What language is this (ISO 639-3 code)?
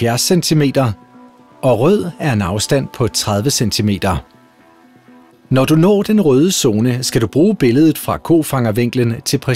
dan